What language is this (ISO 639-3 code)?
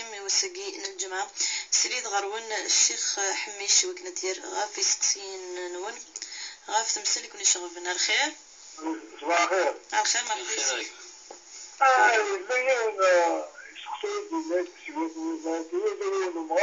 kab